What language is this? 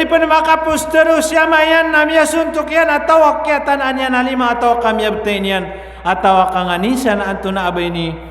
Maranao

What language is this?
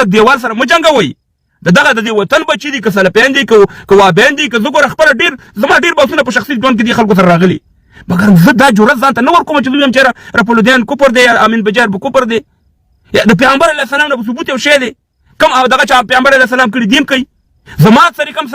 Pashto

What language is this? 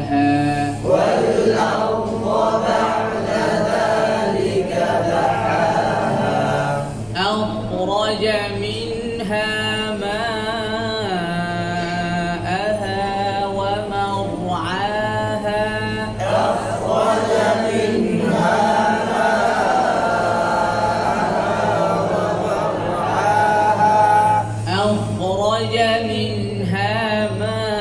Arabic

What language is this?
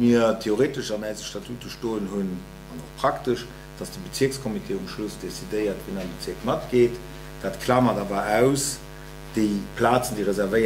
Luxembourgish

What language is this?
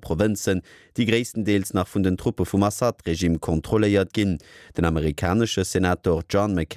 Luxembourgish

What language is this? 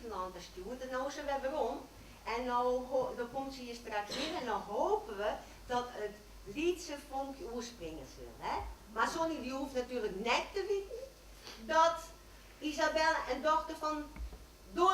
Western Frisian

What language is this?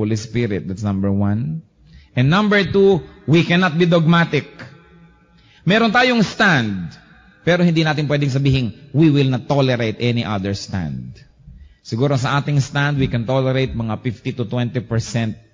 Filipino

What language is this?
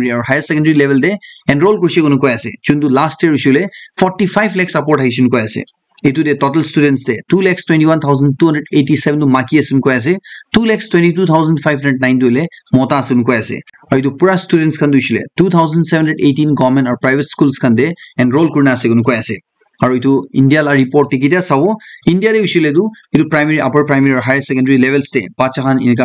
Naga Pidgin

